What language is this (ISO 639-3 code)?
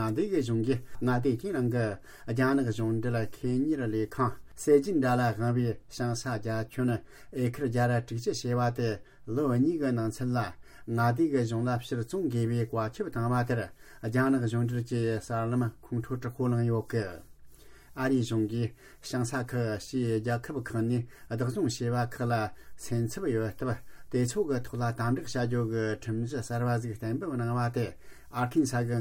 bod